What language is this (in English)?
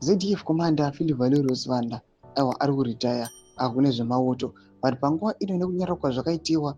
Shona